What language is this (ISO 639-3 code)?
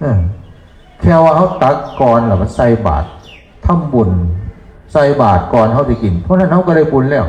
tts